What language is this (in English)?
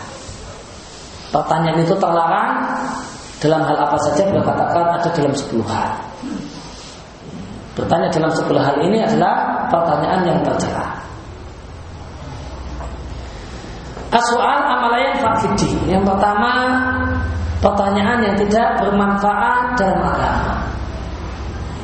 Indonesian